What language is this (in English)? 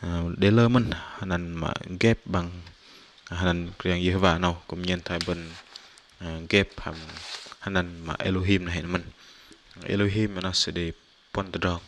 Bahnar